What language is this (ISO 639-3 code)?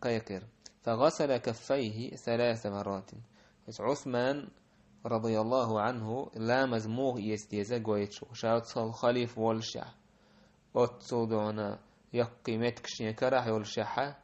che